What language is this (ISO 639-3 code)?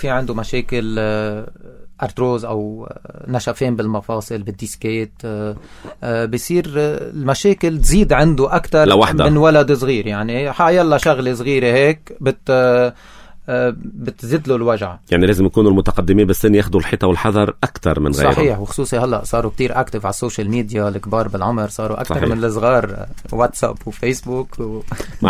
apc